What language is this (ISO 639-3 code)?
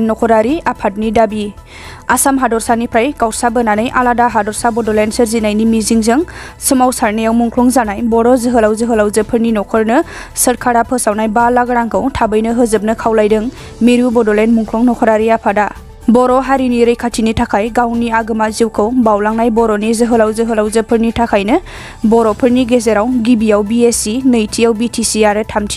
brx